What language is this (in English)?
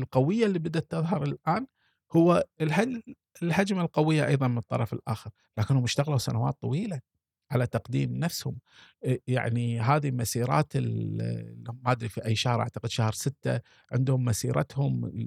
Gulf Arabic